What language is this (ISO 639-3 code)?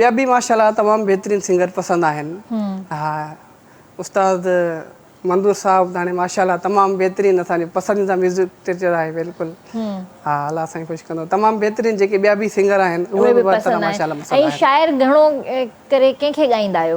snd